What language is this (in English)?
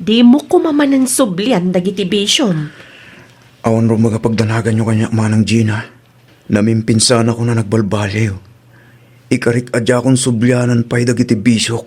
Iloko